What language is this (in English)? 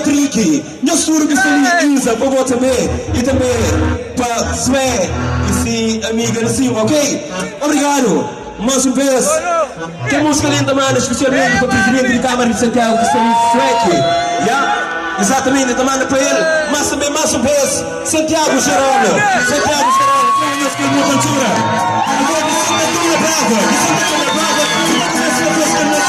Kabuverdianu